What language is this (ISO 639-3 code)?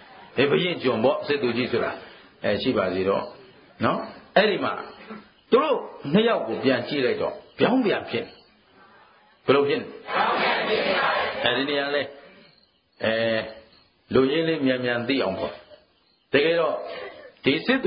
mya